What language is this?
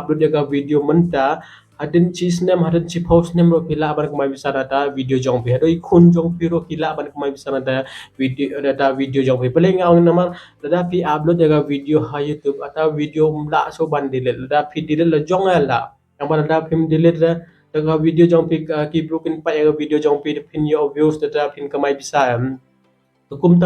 Khasi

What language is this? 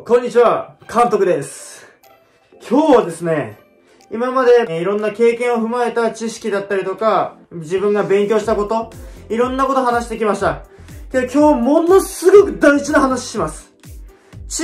Japanese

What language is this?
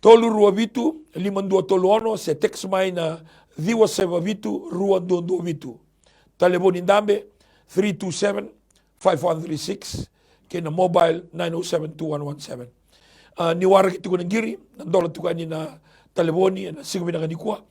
Fijian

